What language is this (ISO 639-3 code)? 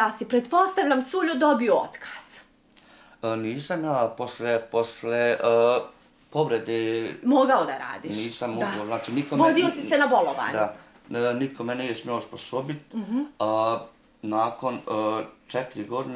bos